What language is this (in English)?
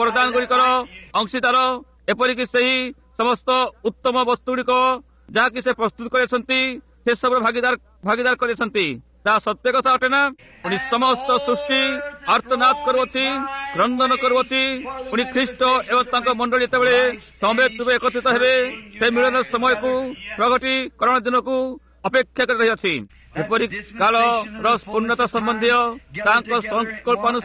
Odia